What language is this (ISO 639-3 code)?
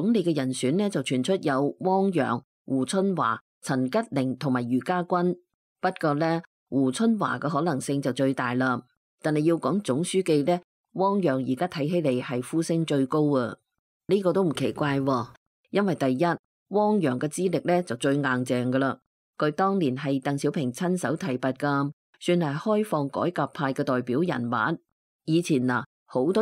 yue